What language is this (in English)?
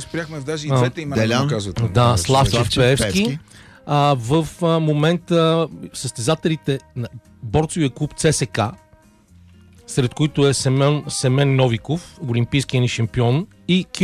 Bulgarian